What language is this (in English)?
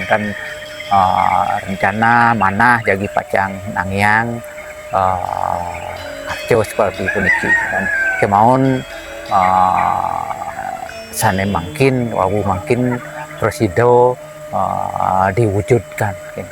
Balinese